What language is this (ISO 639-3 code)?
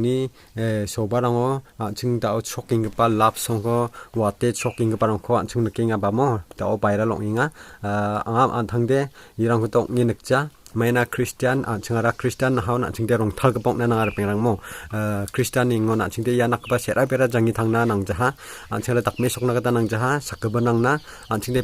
grt